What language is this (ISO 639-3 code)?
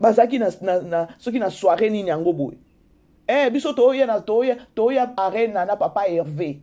lin